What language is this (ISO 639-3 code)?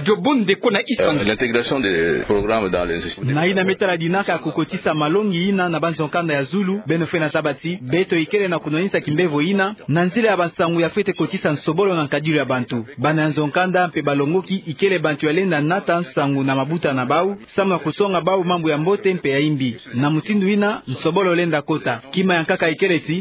ktu